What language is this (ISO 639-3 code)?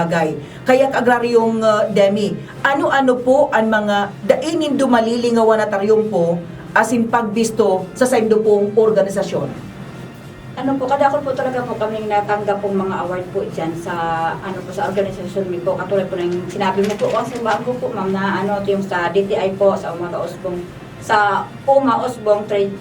bik